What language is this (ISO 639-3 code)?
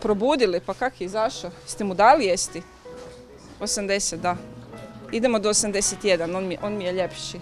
hrv